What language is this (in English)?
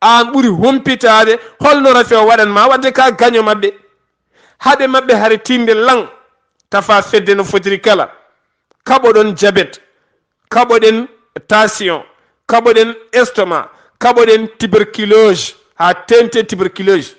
Fula